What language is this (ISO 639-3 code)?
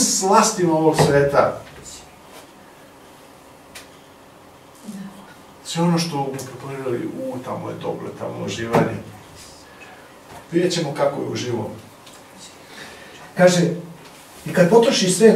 srp